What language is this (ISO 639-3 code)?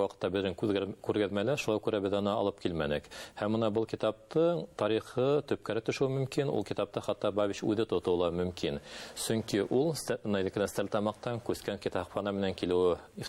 bak